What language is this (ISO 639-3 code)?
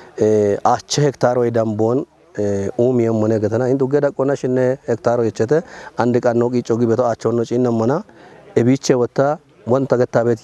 kbr